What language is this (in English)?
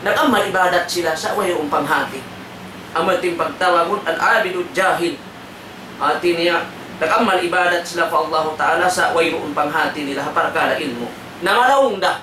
Tausug